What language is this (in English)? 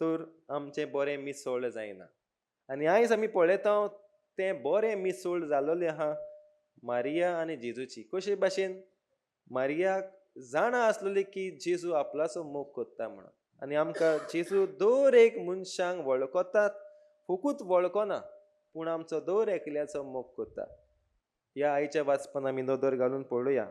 Konkani